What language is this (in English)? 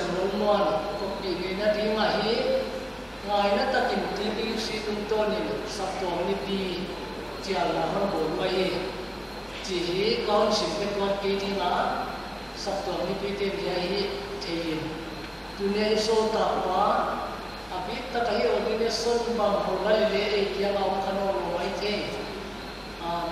Paite Chin